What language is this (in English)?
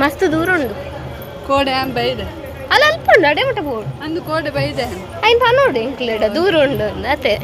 Tulu